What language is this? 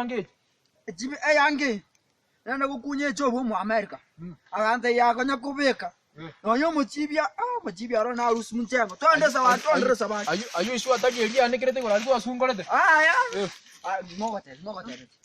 Gusii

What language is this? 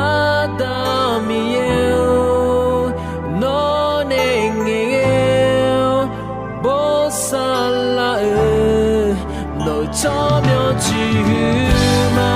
Akha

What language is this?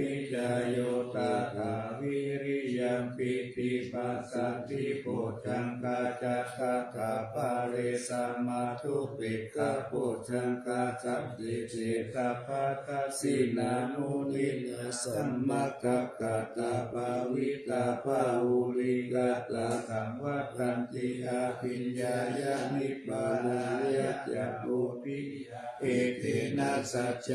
Pali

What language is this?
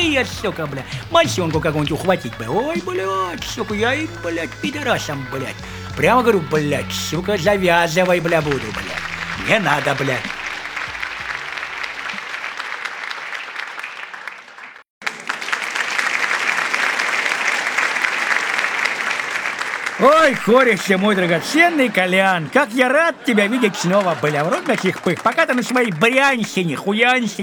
Russian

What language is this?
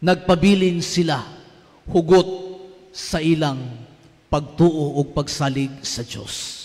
Cebuano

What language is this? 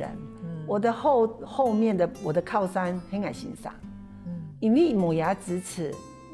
Hakka Chinese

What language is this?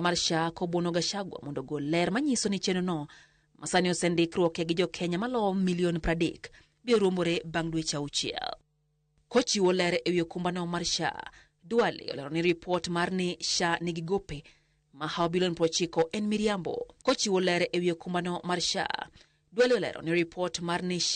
Luo (Kenya and Tanzania)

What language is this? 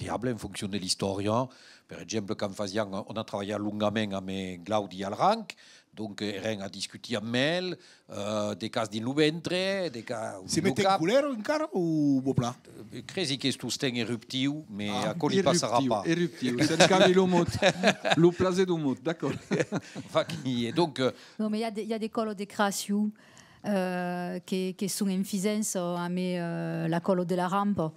Occitan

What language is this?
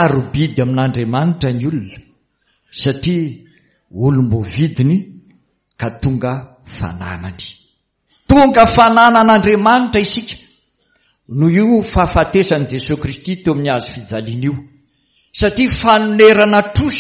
Malagasy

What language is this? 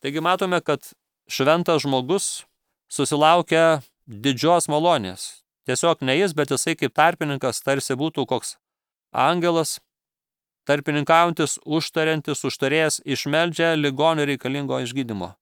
Lithuanian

